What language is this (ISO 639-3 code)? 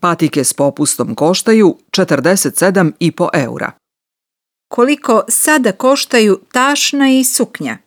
srp